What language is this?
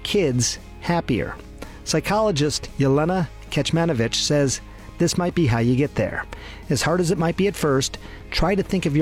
English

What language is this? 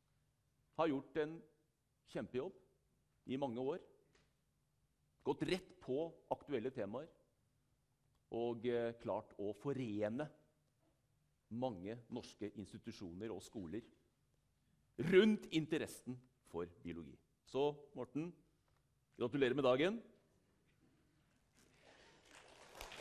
Norwegian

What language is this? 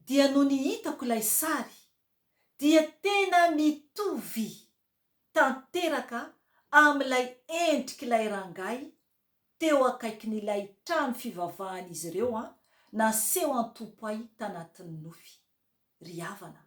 Malagasy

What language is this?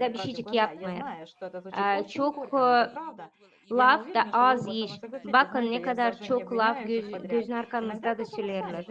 Gagauz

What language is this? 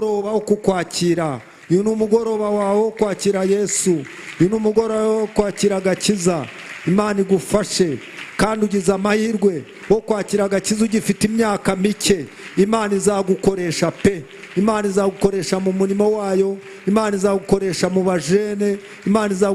Kinyarwanda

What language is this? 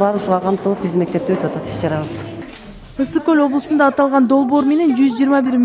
Kyrgyz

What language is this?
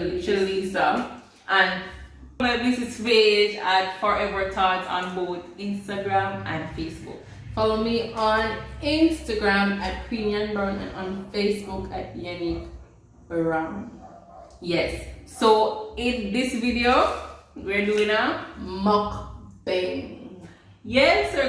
Jamaican Creole English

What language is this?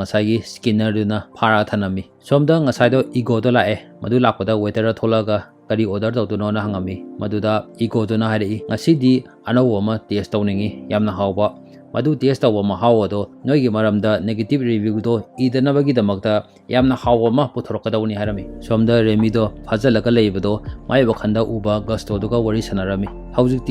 Manipuri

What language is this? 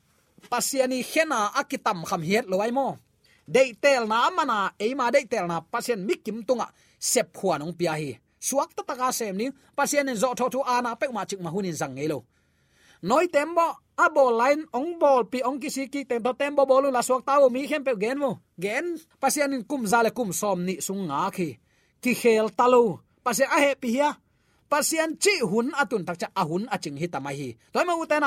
Tedim Chin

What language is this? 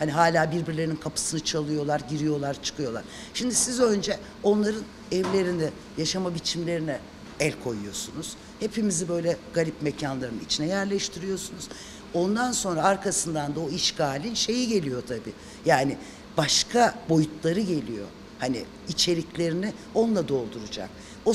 Turkish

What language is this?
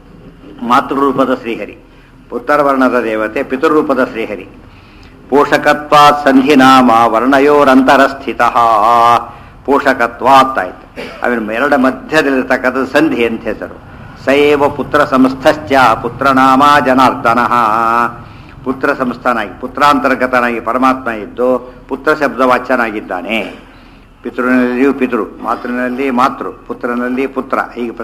Kannada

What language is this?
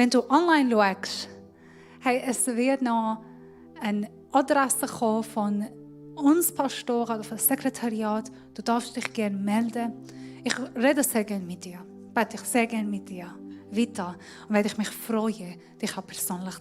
Swiss German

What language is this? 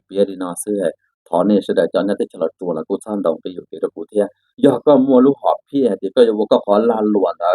Hmong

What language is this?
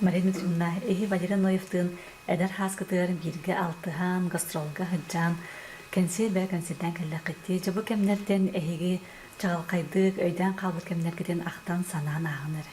Yakut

